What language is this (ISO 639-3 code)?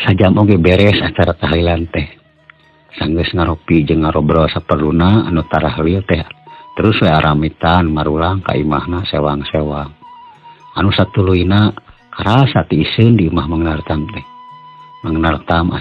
sun